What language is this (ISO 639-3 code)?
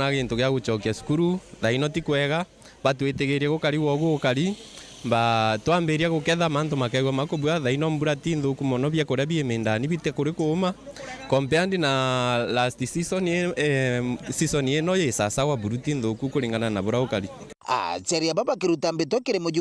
mer